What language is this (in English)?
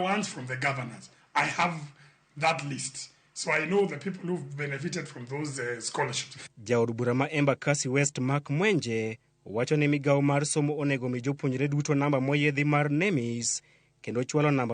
Luo (Kenya and Tanzania)